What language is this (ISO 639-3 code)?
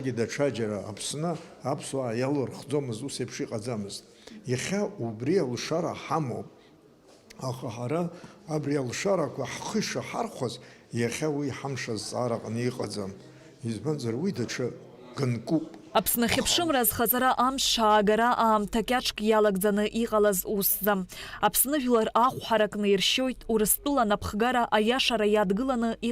abk